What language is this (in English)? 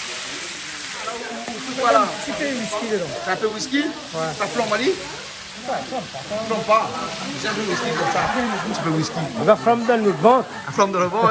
Réunion Creole French